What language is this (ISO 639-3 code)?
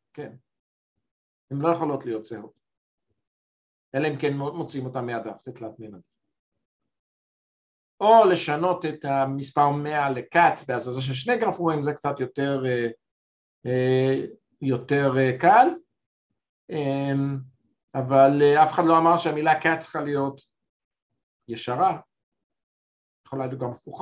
heb